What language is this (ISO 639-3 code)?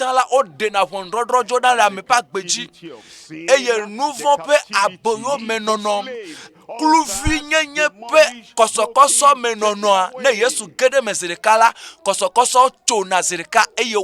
ewe